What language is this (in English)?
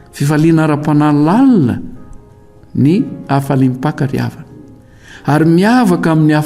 Malagasy